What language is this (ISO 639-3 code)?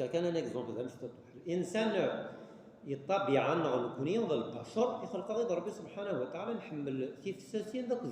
kab